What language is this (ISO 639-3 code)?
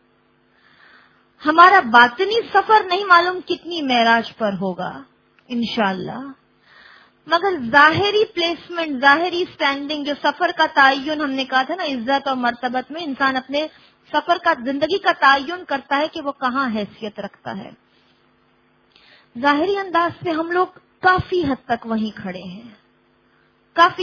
urd